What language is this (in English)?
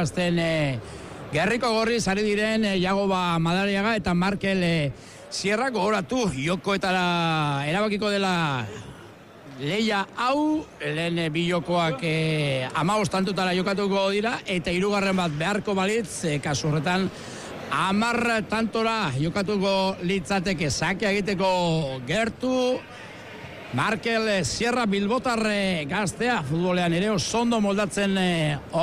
Basque